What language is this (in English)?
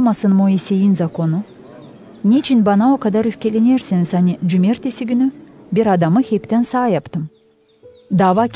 Gagauz